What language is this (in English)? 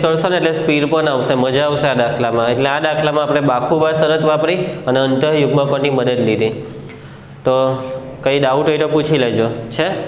Gujarati